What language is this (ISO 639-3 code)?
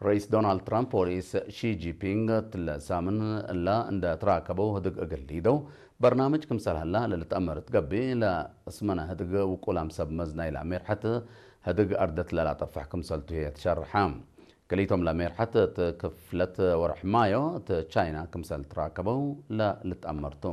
tig